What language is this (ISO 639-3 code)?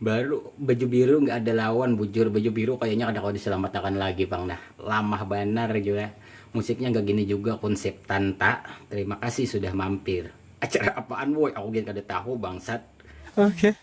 bjn